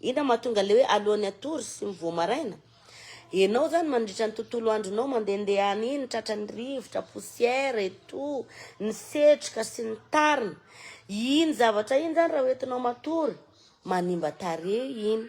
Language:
Malagasy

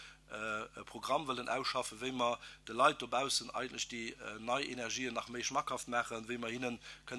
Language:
Luxembourgish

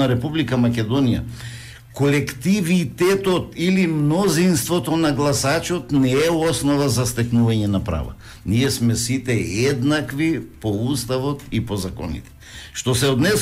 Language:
Macedonian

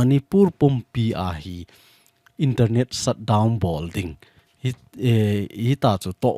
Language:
Thado Chin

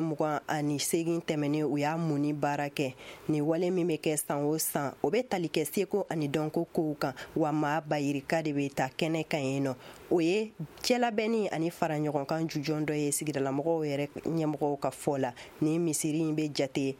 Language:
Bambara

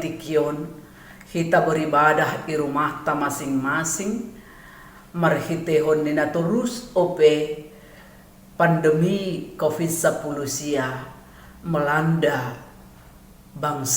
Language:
Batak Simalungun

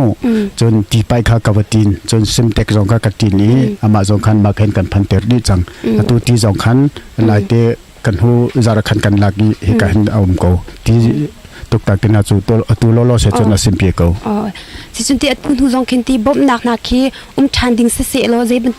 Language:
Hakha Chin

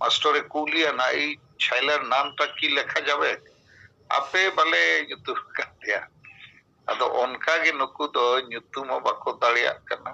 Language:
Santali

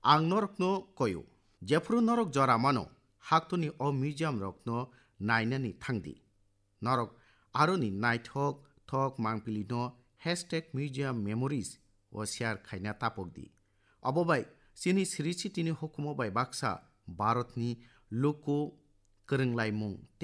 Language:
Kok Borok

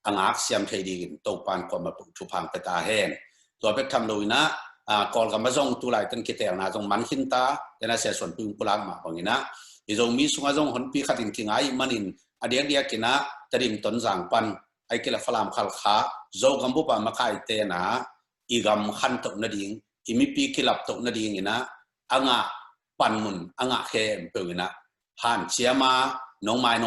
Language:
Tedim Chin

